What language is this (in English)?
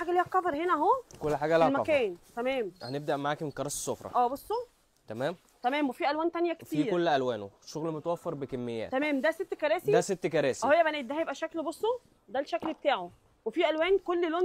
Egyptian Arabic